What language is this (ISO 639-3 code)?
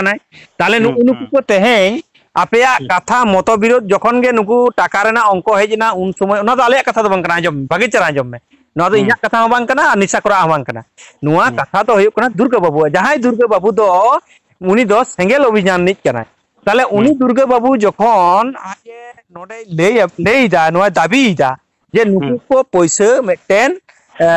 sat